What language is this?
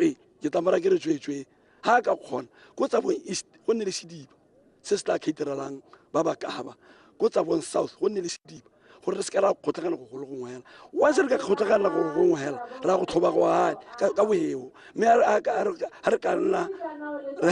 Tswana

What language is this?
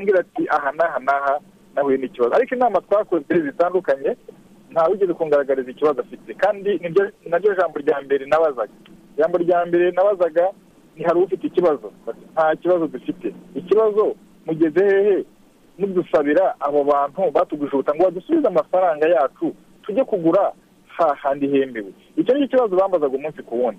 Kinyarwanda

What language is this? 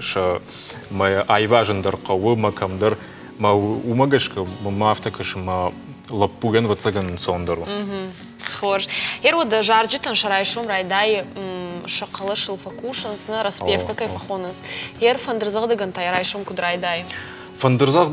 Ossetic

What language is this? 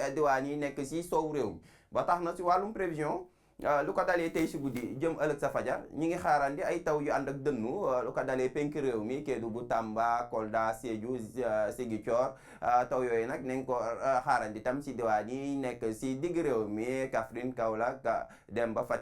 Wolof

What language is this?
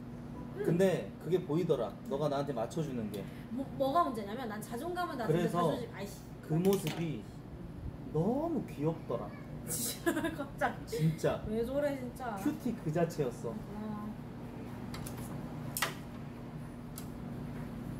Korean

